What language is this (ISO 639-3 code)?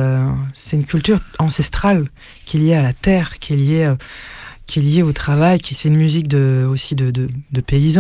fra